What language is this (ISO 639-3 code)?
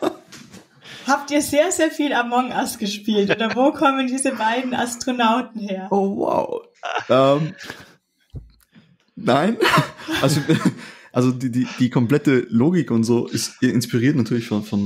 deu